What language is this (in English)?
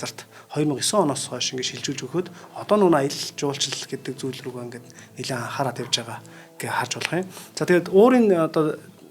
Mongolian